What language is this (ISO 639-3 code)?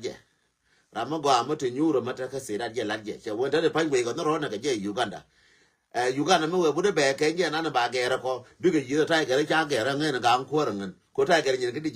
nus